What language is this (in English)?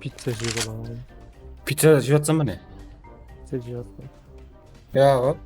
Kara-Kalpak